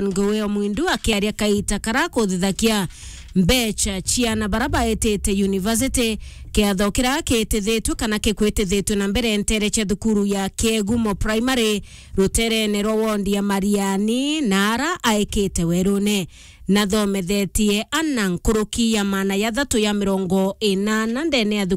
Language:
Meru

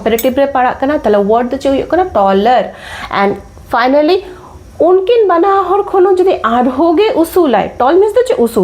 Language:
Santali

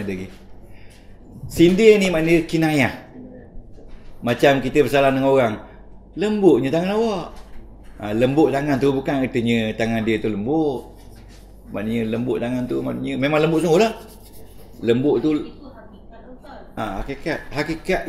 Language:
Malay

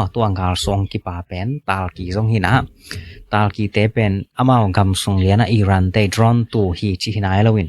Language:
Tedim Chin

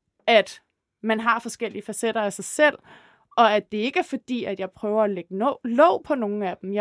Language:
Danish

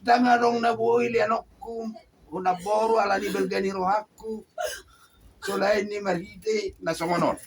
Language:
Batak Toba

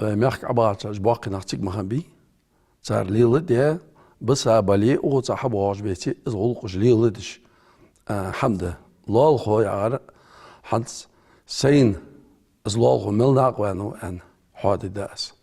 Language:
Ingush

